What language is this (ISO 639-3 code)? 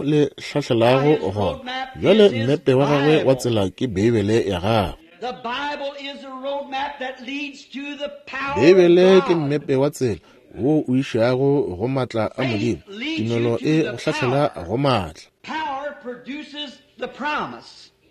nso